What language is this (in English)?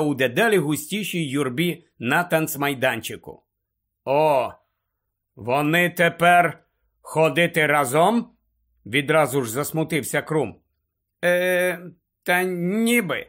Ukrainian